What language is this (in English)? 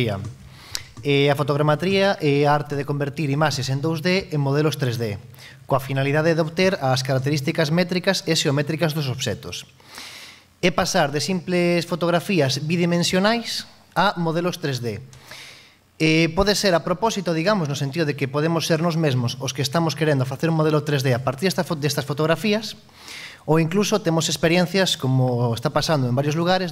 Galician